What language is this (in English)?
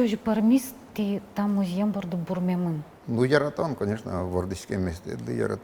Udmurt